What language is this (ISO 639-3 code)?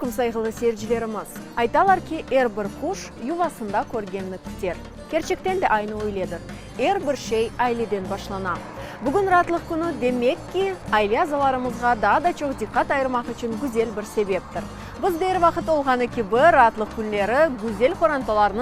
crh